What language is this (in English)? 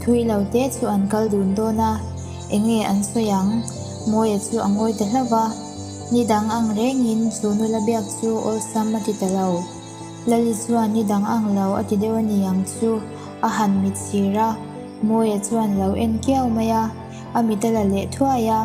Mizo